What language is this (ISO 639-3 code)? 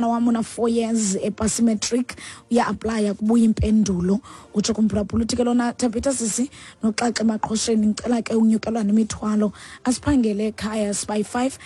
xho